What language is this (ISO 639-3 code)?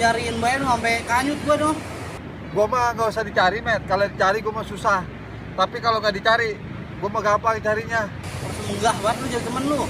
bew